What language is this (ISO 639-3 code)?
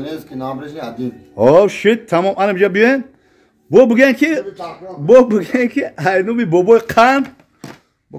tgk